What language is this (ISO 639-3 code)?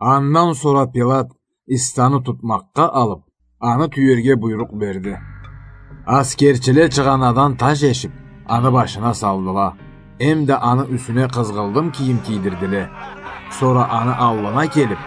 krc